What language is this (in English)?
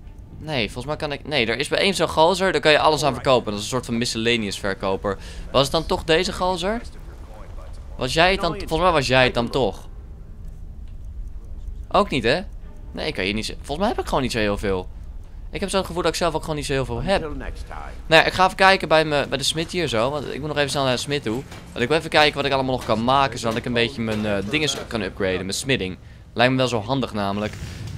Dutch